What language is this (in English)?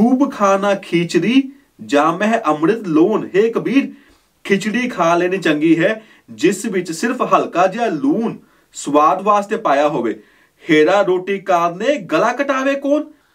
Punjabi